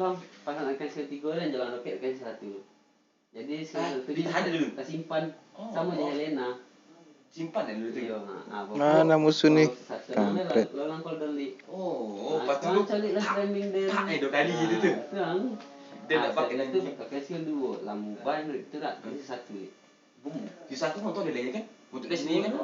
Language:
Minangkabau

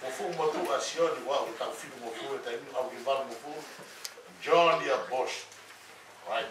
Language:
Tongan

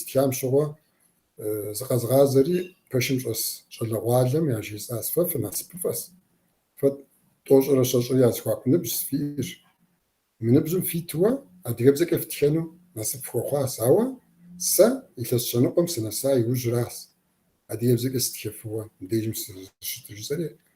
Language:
Kabardian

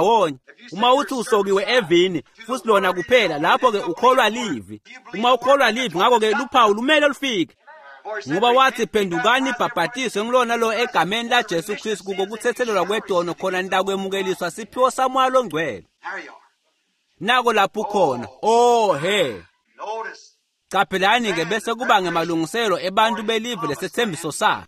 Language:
Swati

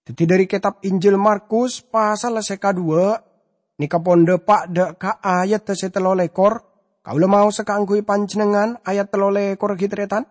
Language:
Madurese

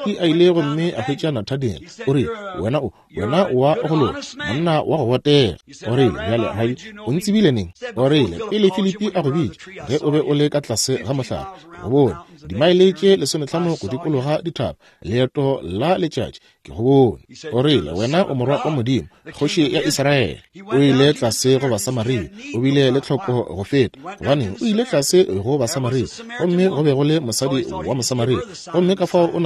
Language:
Northern Sotho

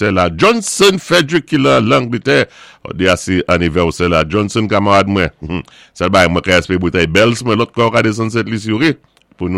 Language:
Saint Lucian Creole French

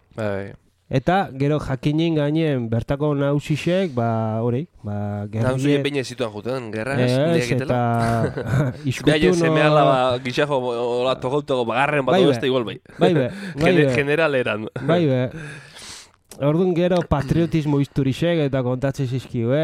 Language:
Basque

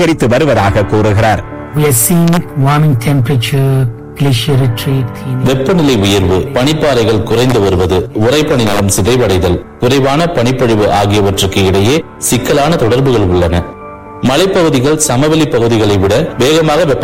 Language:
Tamil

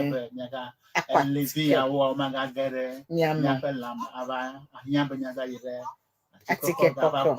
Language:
Ewe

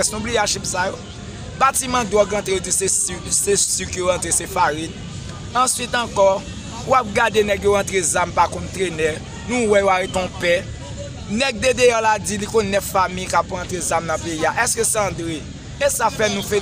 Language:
Haitian Creole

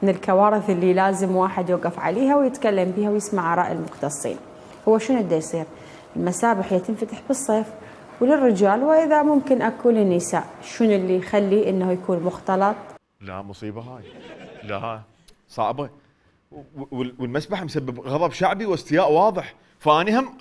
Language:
Mesopotamian Arabic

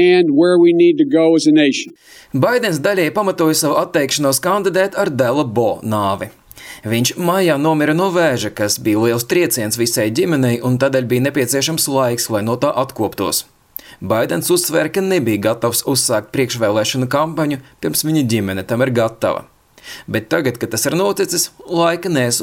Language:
Latvian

